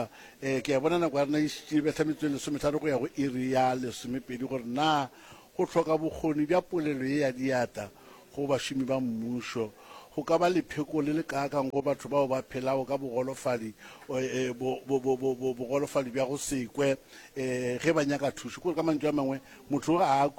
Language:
Northern Sotho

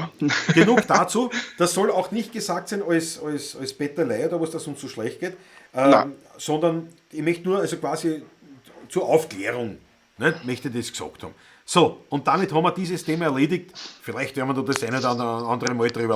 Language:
Bavarian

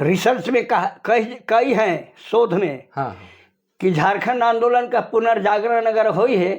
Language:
Sadri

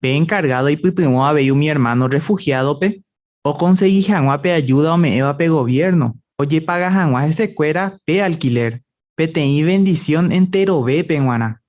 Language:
Guarani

